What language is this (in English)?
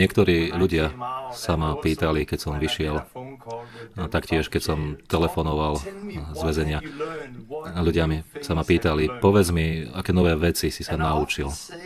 Slovak